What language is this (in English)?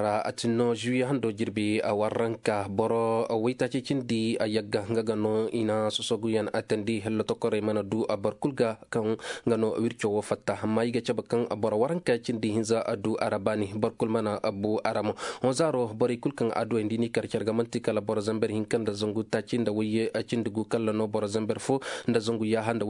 Koyraboro Senni